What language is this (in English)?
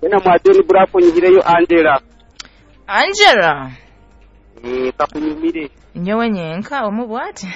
Nyoro